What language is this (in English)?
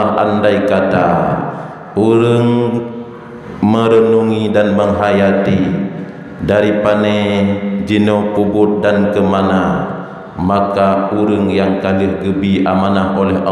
Achinese